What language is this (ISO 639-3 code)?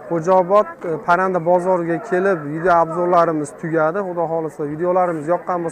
uzb